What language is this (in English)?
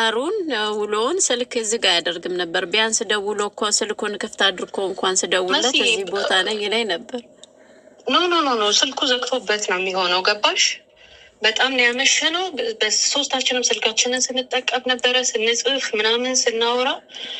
Amharic